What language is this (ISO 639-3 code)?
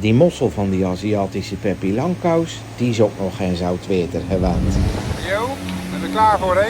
zea